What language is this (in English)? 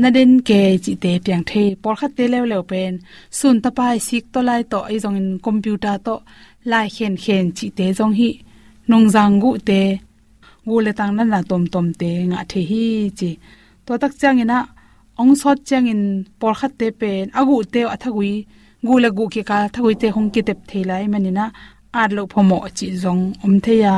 Tedim Chin